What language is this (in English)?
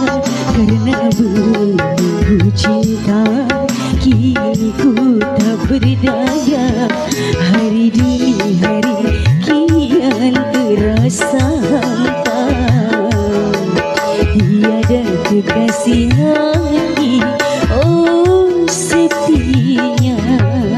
Malay